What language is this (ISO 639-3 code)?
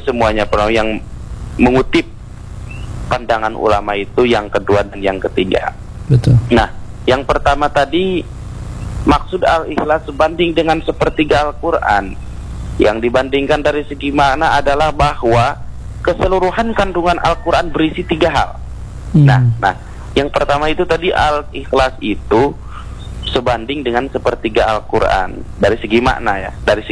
ind